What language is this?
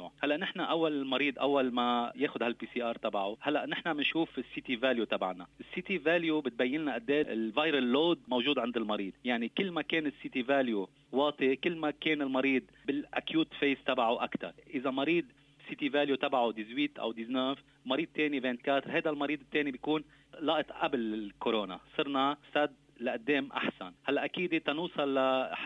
North Levantine Arabic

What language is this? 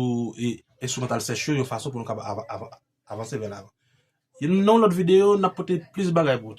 Haitian Creole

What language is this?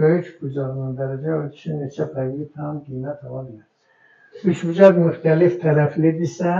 Azerbaijani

